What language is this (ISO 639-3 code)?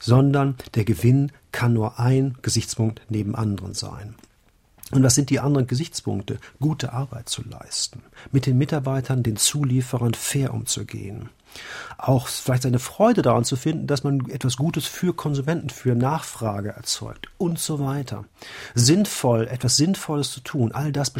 deu